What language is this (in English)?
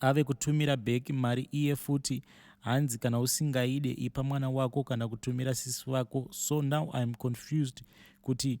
Shona